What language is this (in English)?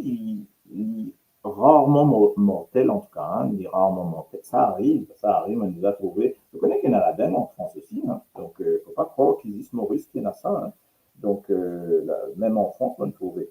Morisyen